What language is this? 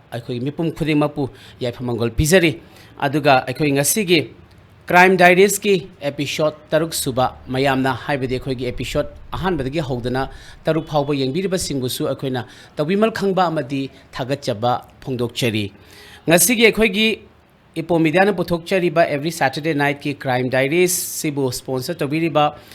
Manipuri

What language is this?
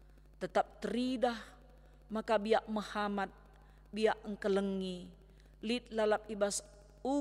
Batak Karo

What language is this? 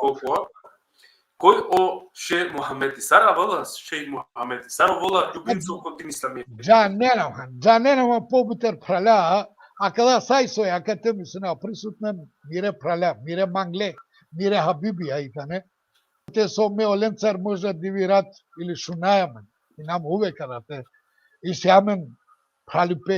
Balkan Romani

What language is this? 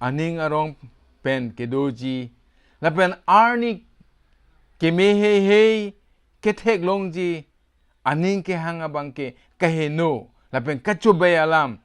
Karbi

